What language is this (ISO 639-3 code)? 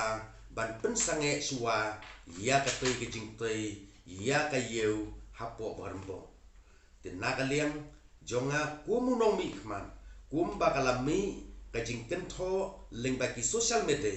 kha